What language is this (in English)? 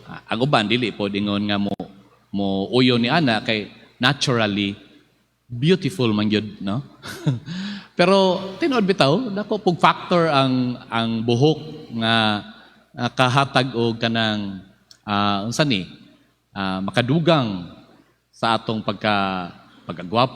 Cebuano